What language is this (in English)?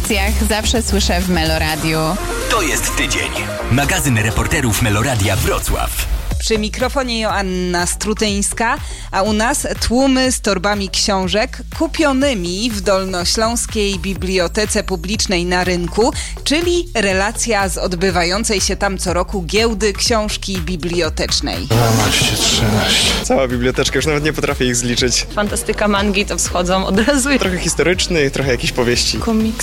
Polish